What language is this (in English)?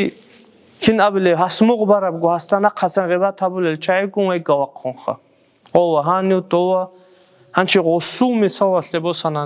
Avaric